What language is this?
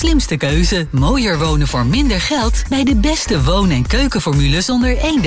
Dutch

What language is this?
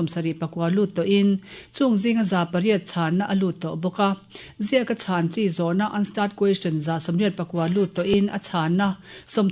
Mizo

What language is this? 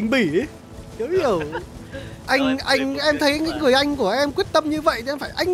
Vietnamese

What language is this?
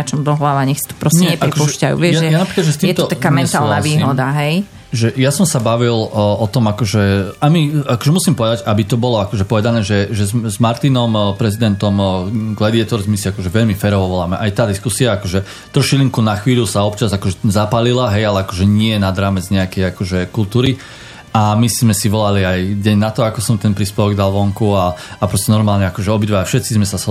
Slovak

